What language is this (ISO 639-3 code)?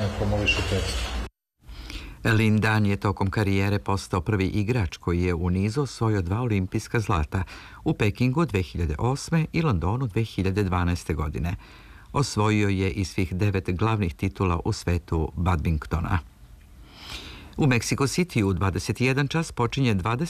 srp